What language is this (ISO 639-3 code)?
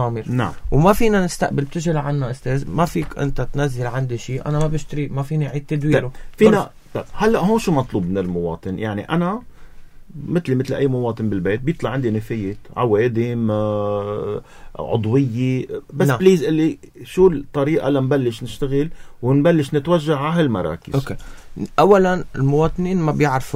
apc